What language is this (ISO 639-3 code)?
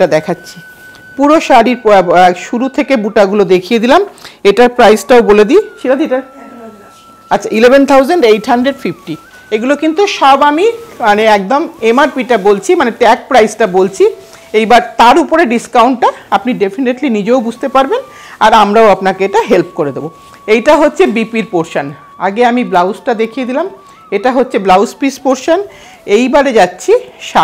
ben